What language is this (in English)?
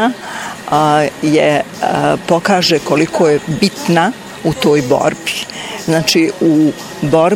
Bosnian